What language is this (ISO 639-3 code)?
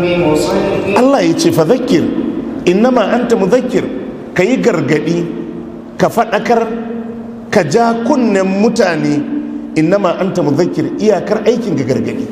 hau